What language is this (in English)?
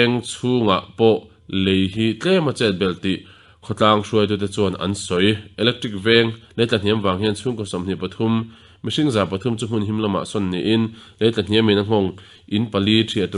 Mizo